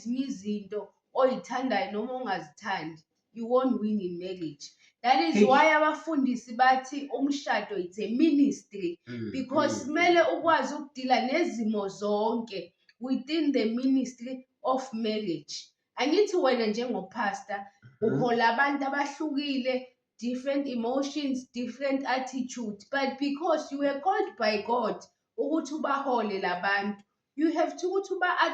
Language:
Zulu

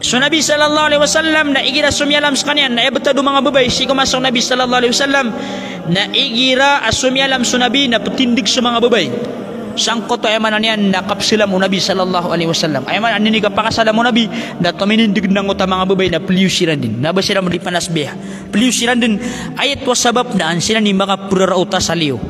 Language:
Maranao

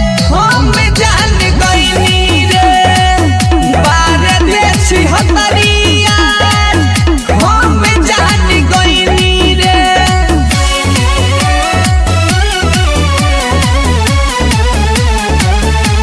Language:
Bhojpuri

